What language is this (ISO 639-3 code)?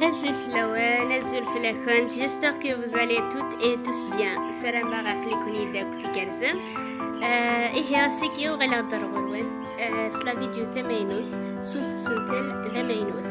kab